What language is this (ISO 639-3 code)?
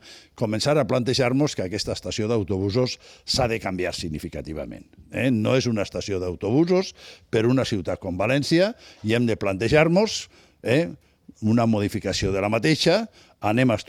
cat